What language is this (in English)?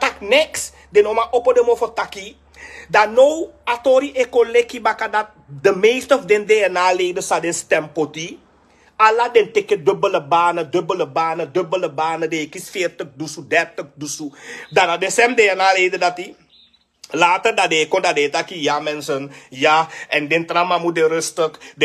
Sranan Tongo